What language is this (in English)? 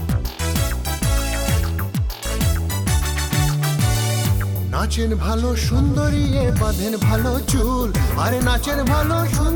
Bangla